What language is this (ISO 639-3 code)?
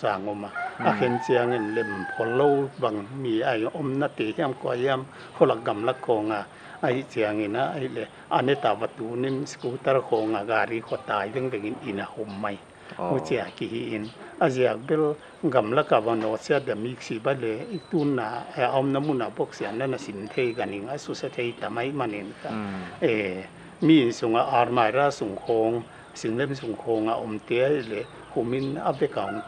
pck